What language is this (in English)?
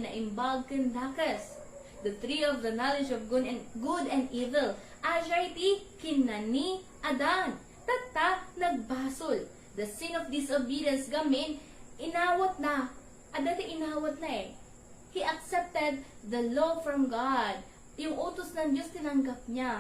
Iloko